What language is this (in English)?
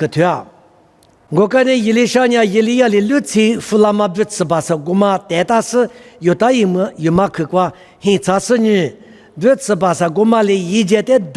Lisu